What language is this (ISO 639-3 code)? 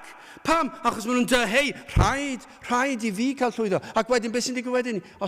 cym